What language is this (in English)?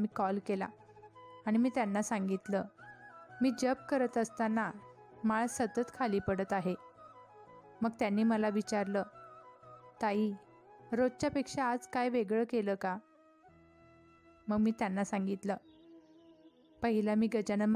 Marathi